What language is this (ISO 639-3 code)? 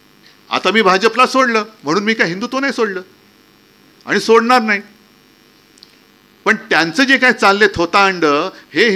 mar